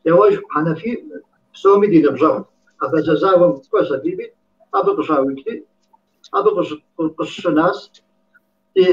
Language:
Kabardian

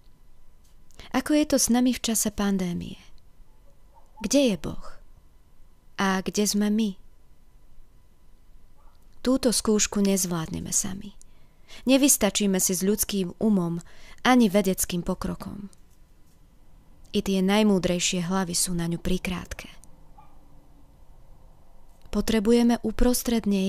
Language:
Slovak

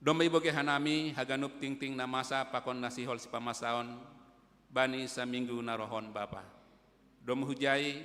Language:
Batak Simalungun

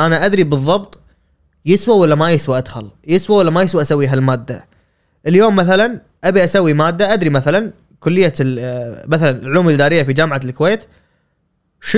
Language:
Gulf Arabic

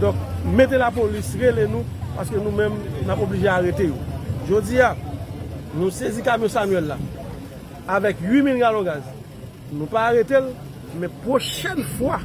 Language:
Haitian Creole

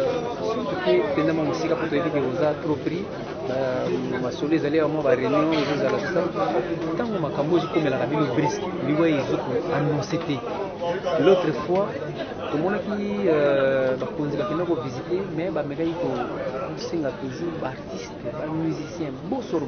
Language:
Lingala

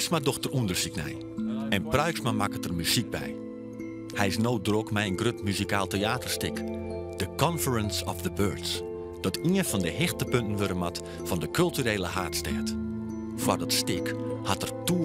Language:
Western Frisian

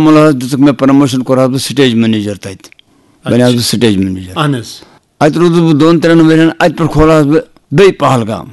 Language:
Kashmiri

